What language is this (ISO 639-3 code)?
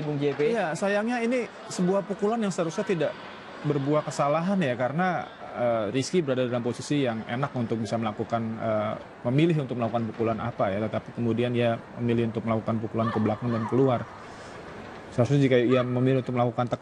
ind